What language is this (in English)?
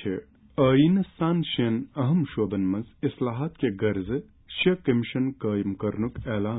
Kashmiri